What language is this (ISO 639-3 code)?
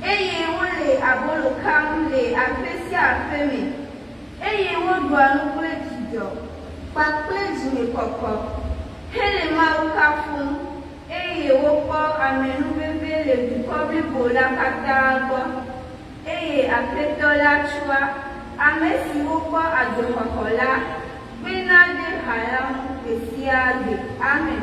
ewe